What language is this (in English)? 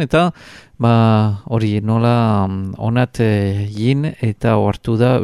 Basque